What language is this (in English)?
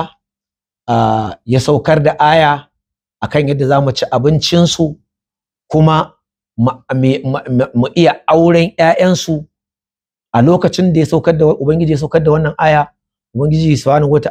Hausa